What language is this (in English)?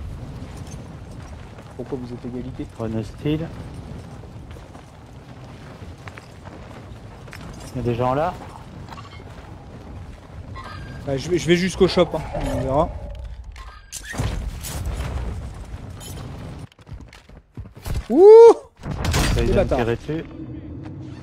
French